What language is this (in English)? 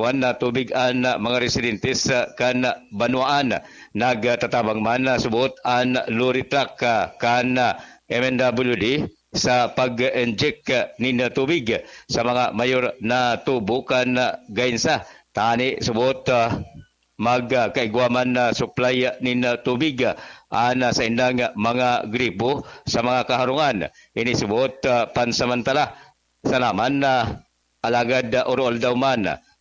Bikol